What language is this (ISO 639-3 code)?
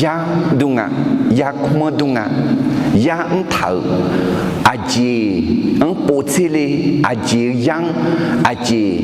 ahk